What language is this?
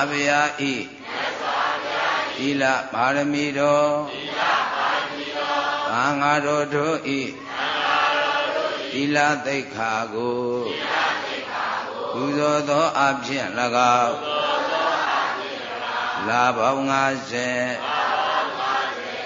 Burmese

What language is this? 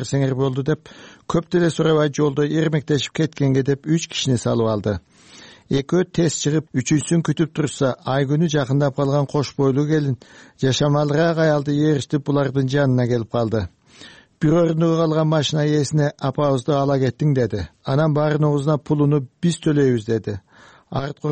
Kyrgyz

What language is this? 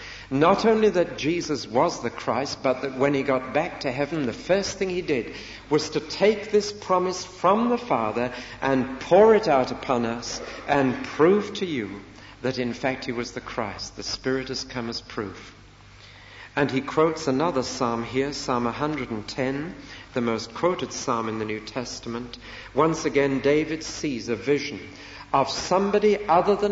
English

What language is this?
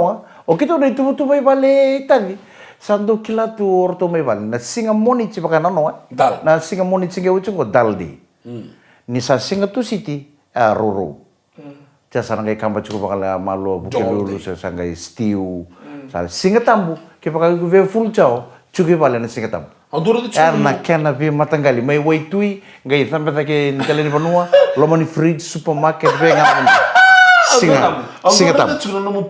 Fijian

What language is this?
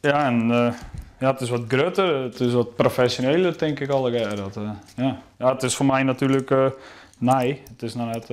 Western Frisian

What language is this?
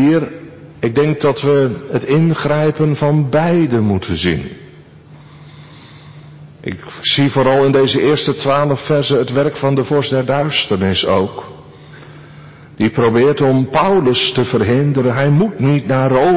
Dutch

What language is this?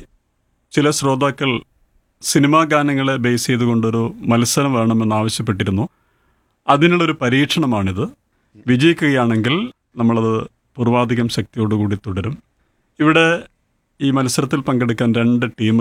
Malayalam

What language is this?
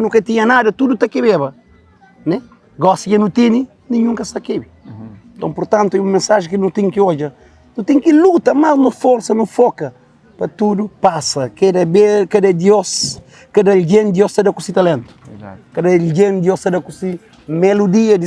Kabuverdianu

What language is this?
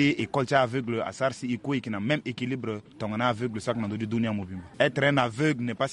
Sango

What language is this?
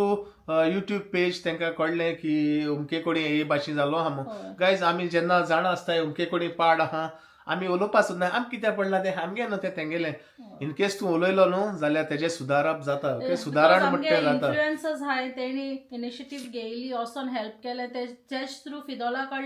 Konkani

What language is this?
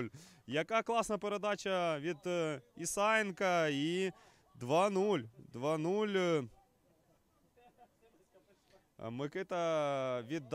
Ukrainian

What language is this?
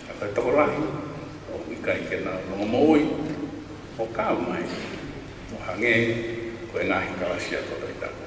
Tongan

